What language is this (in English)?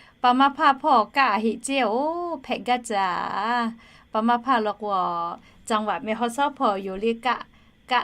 Lahu